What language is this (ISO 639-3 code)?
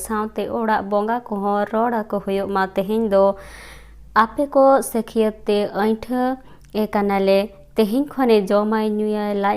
sat